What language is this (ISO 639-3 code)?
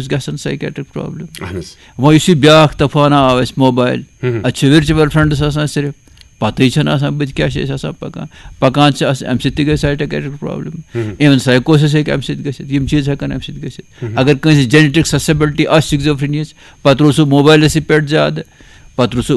kas